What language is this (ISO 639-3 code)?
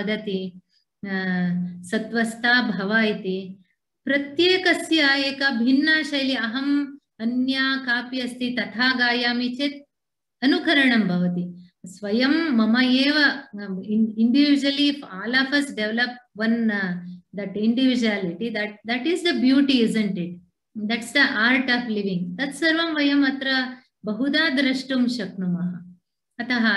san